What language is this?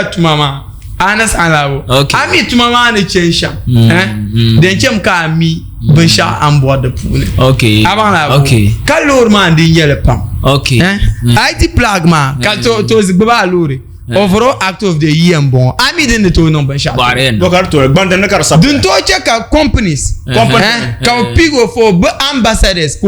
Dagbani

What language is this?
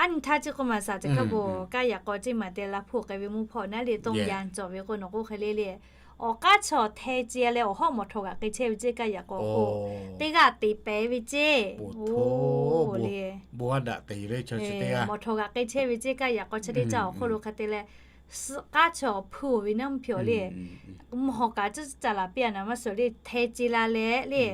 Lahu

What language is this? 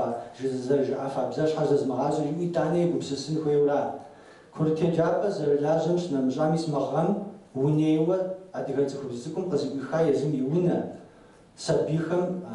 Kabardian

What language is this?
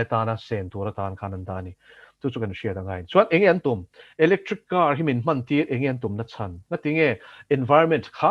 Mizo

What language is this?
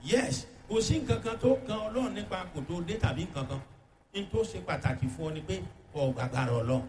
Yoruba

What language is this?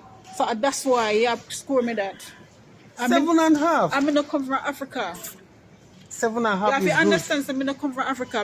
Jamaican Creole English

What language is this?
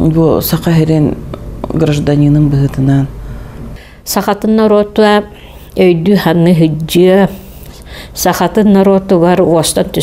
Yakut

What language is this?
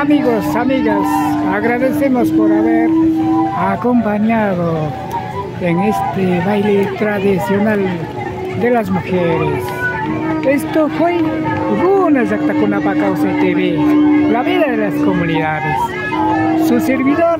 Imbabura Highland Quichua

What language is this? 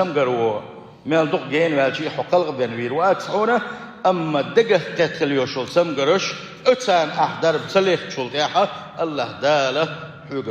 Chechen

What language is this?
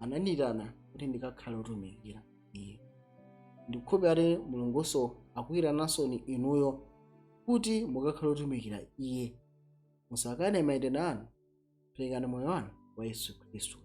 Nyanja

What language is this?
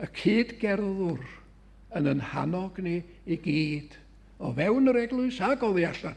Welsh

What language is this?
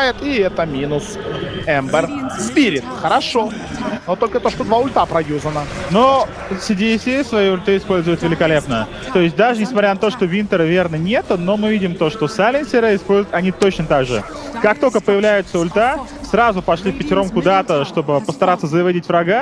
Russian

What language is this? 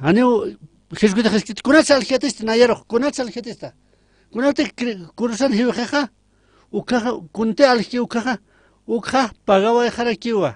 Aymara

